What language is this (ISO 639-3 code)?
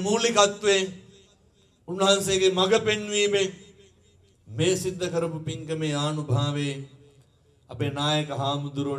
sin